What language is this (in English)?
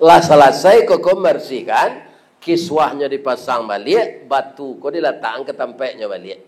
Minangkabau